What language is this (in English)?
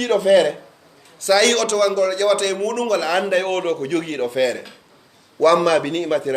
Pular